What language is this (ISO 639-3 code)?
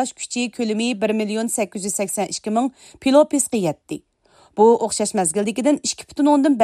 uig